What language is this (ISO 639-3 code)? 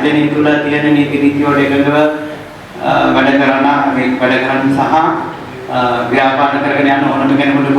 sin